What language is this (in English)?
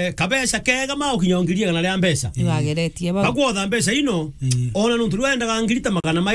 Meru